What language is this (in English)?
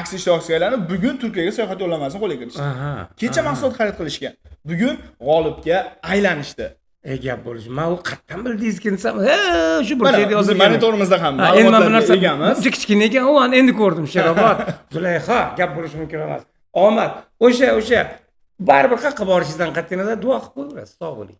Uzbek